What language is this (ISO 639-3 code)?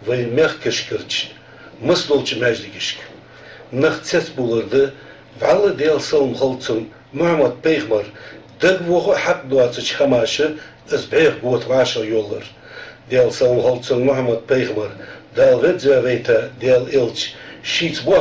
inh